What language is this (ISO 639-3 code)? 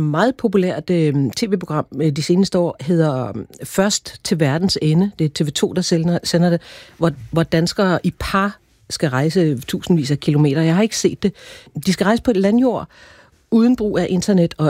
dan